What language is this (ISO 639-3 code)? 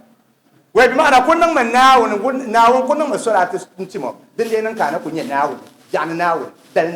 dag